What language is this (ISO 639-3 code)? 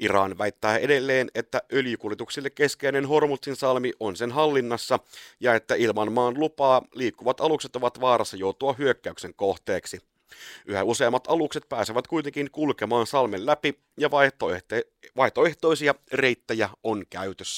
fin